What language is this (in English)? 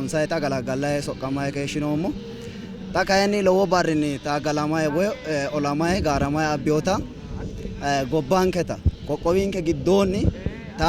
Sidamo